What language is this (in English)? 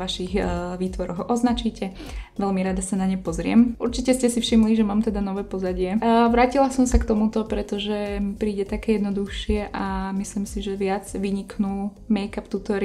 Slovak